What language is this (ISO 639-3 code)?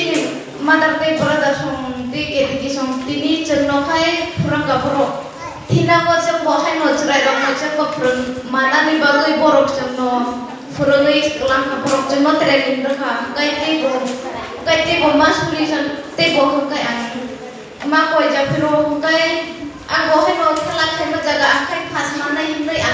trp